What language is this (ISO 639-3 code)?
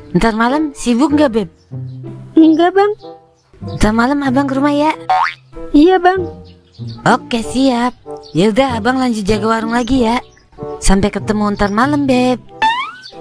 bew